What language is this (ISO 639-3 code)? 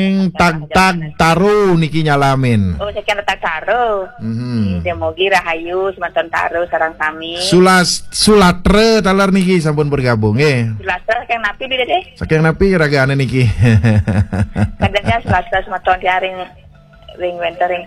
ban